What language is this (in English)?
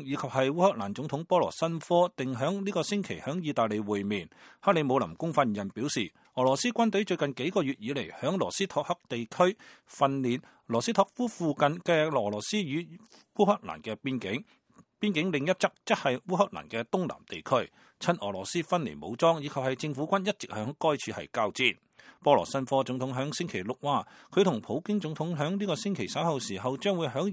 Cantonese